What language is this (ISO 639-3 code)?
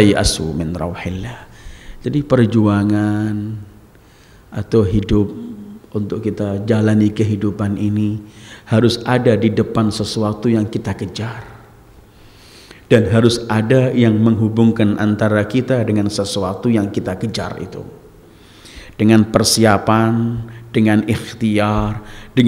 ind